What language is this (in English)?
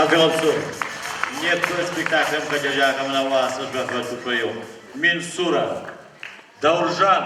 Adyghe